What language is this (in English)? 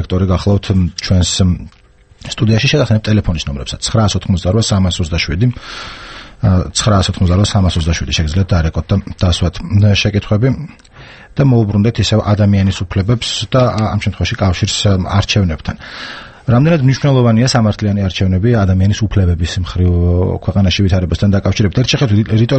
Georgian